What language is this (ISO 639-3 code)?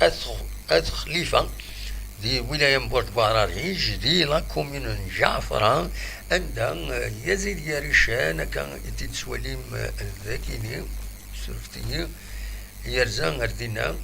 kab